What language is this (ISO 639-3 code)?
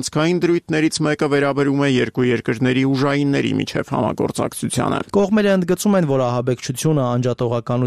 hye